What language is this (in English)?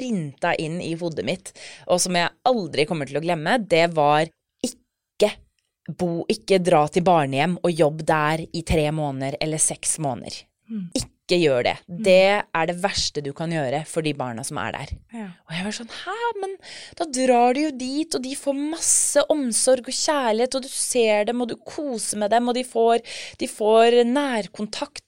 Norwegian